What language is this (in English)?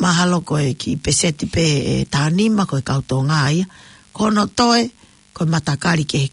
Tongan